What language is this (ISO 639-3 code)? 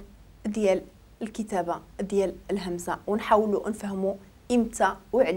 ary